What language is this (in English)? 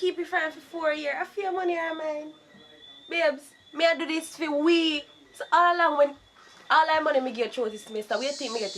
Jamaican Creole English